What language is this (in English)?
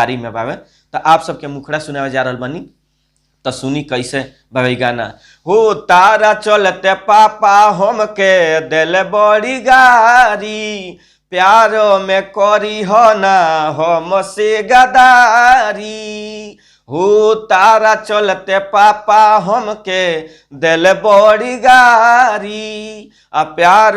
Bhojpuri